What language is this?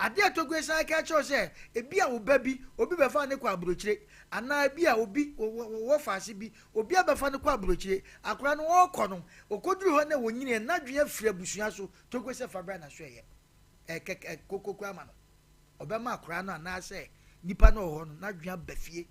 Akan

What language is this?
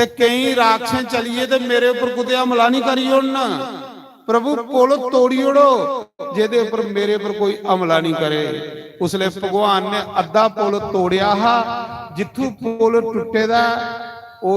Dogri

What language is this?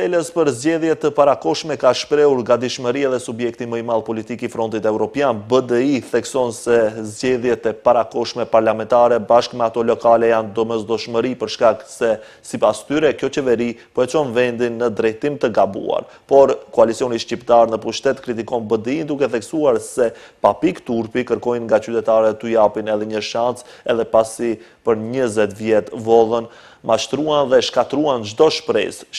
Albanian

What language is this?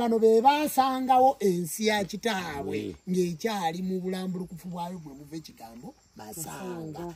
Ganda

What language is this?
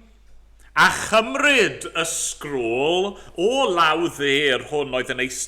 Welsh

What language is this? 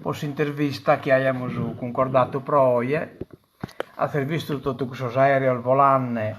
Sardinian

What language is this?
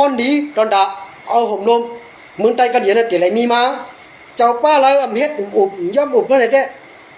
Shan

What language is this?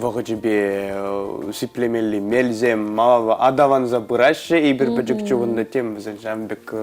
Chuvash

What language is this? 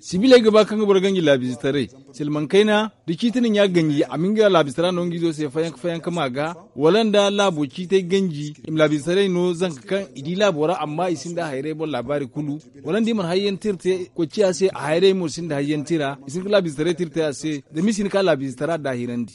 Zarma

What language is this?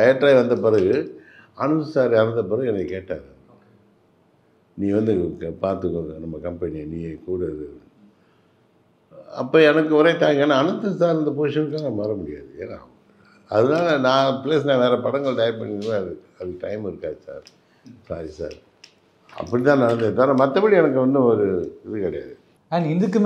Tamil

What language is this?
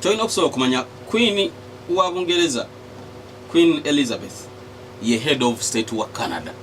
Ganda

